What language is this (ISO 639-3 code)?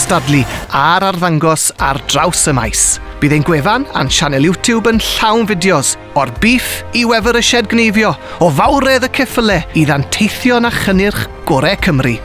cym